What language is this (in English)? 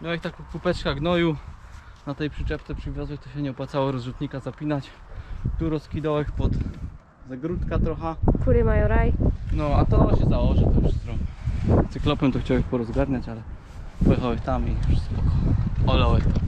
Silesian